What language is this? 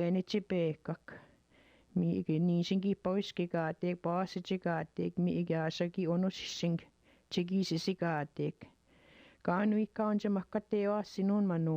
Chippewa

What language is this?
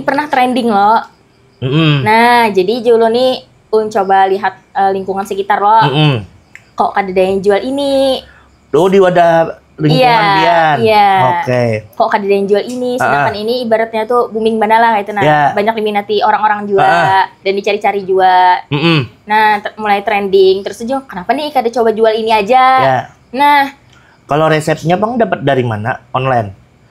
Banjar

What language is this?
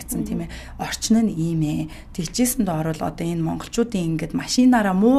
Mongolian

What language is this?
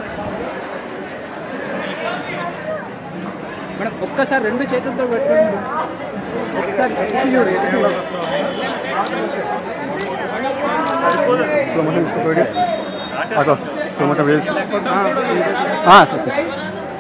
Telugu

